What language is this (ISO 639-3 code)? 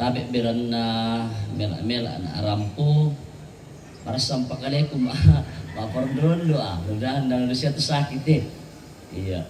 sda